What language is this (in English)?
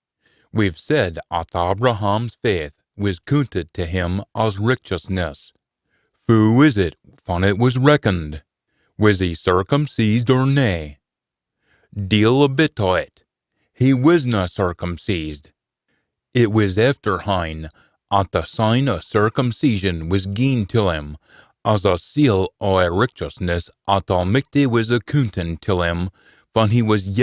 Scots